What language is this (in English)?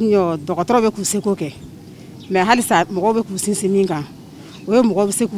Bambara